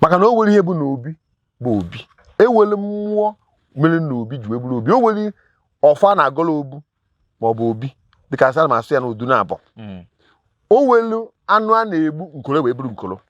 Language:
Igbo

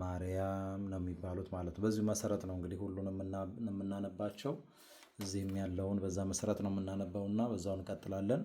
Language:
Amharic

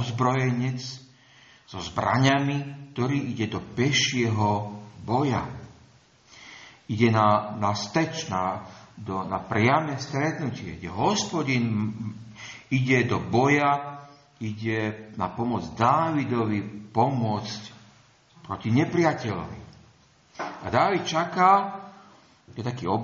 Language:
Slovak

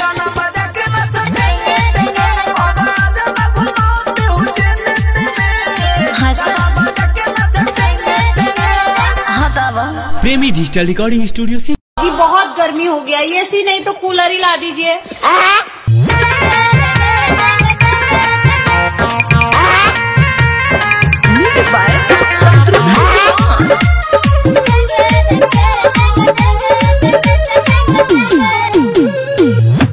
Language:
Bhojpuri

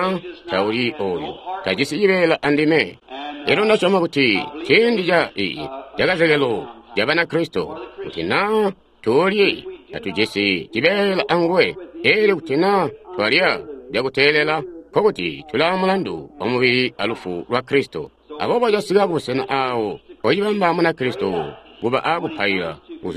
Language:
Tonga (Zambia)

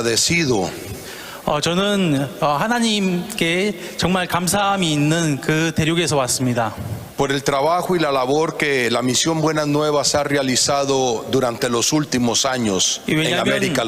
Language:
Aymara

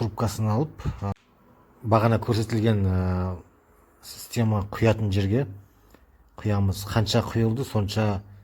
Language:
Kazakh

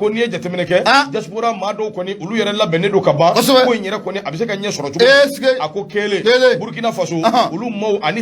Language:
Bambara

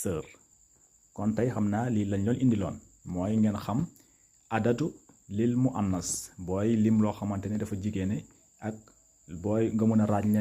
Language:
Wolof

